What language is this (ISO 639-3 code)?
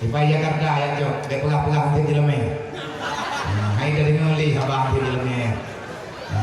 ace